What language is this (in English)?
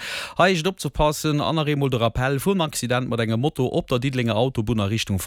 Luxembourgish